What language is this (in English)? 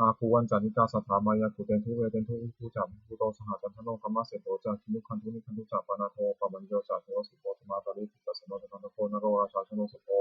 Pali